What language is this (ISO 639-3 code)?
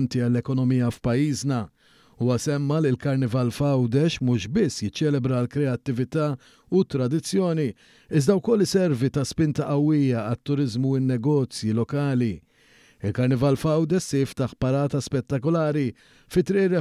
mlt